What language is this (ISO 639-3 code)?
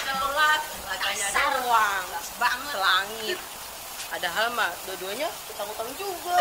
bew